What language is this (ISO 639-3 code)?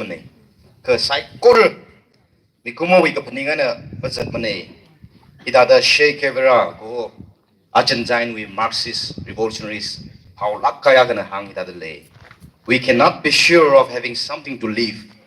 nmf